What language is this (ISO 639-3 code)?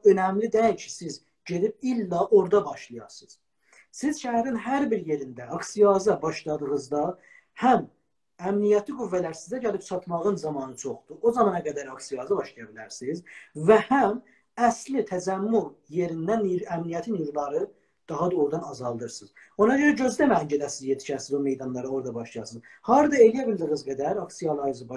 azb